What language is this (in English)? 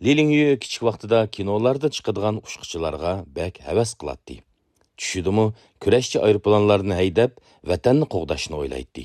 Uyghur